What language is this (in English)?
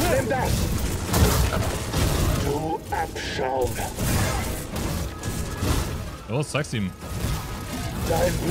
German